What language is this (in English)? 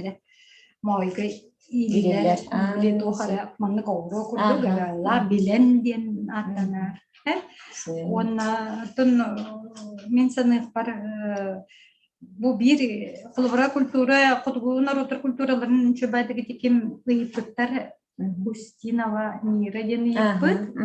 Yakut